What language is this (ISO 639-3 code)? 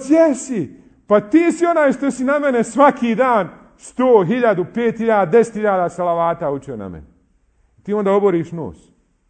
bos